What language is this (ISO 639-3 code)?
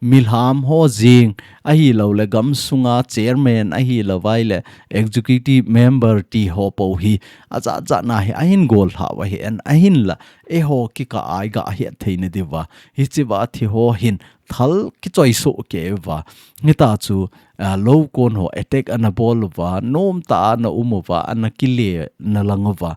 tcz